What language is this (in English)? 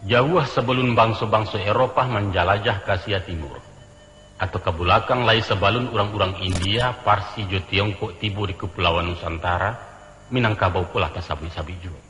Minangkabau